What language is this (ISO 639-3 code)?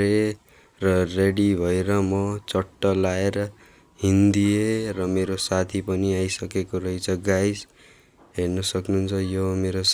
nep